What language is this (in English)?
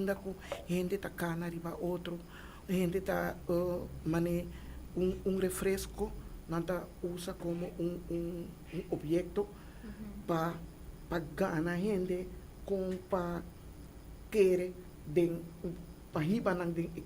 Papiamento